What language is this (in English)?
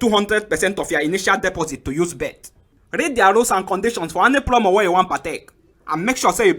Nigerian Pidgin